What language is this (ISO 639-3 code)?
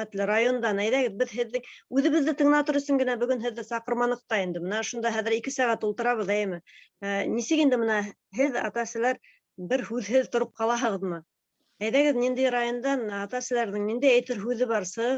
bak